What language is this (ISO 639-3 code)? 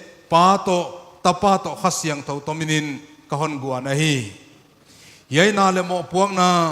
pck